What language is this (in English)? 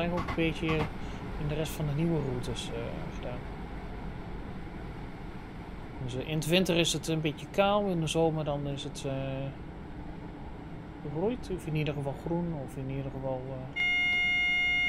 Dutch